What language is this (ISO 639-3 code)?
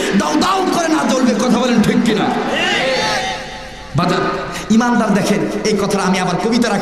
ben